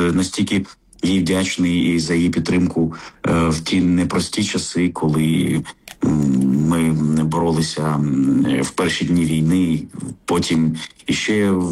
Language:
Ukrainian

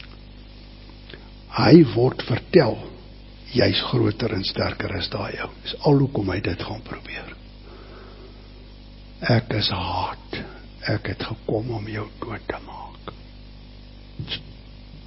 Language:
Afrikaans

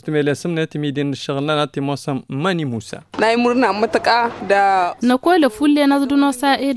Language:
Tamasheq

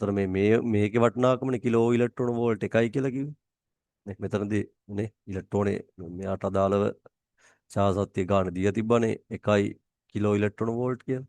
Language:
Sinhala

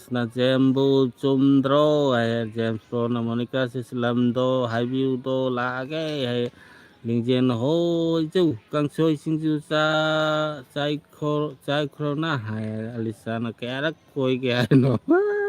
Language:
Manipuri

